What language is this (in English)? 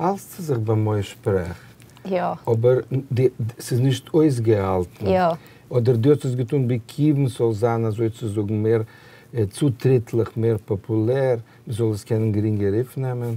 Yiddish